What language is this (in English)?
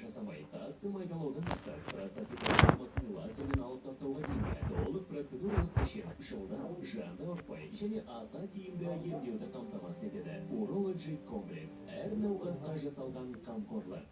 Kazakh